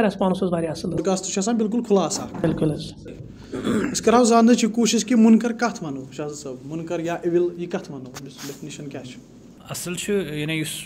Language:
Kashmiri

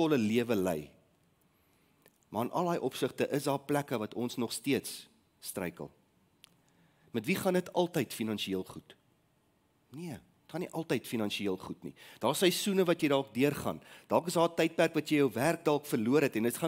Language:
Afrikaans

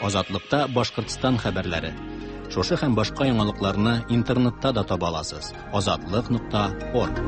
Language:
Tatar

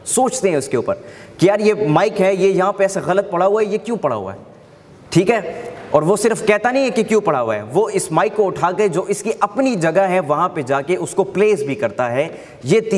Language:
Urdu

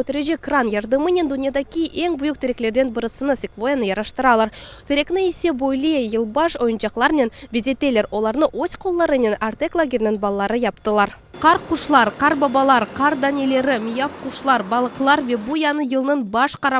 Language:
Crimean Tatar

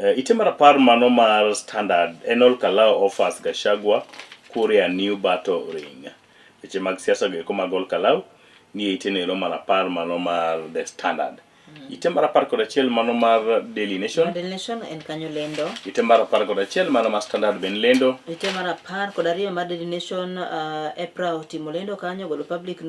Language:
Luo (Kenya and Tanzania)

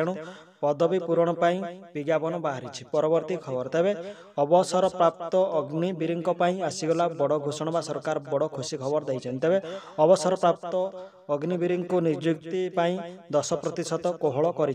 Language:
Odia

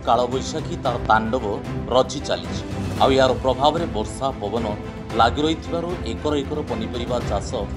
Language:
Odia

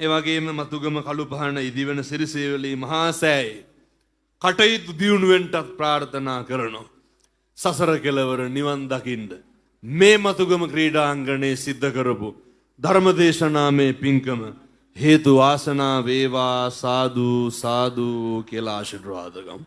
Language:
Sinhala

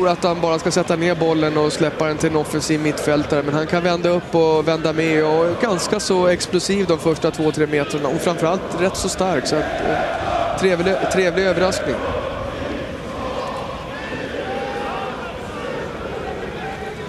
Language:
Swedish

